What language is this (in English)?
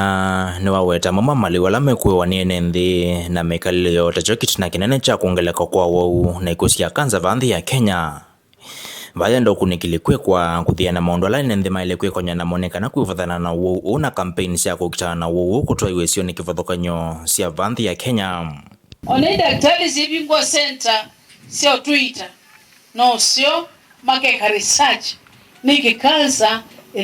Kamba